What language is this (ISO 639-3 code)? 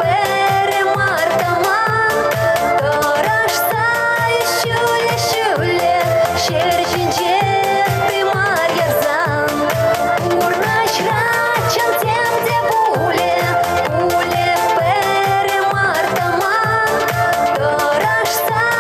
chv